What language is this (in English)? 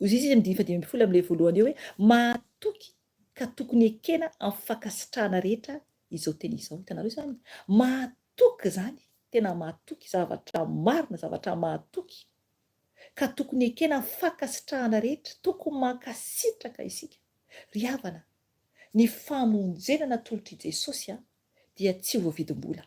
Malagasy